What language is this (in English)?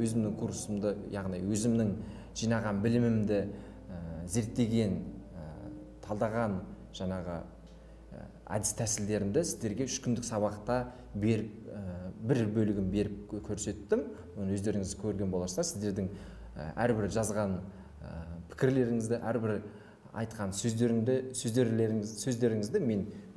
Kazakh